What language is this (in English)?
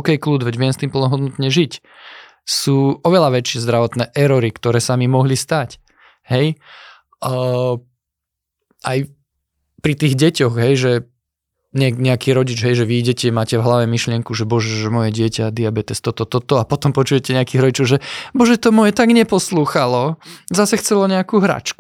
Slovak